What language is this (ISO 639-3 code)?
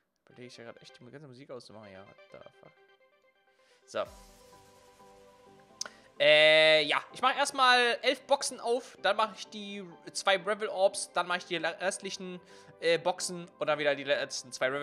deu